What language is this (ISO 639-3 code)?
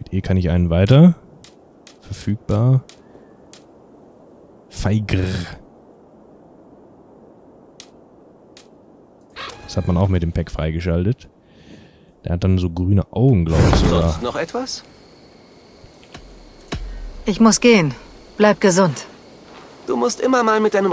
deu